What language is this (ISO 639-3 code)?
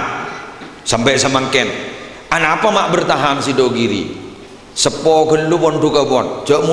mad